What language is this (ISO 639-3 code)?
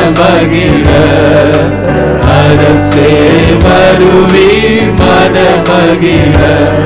tam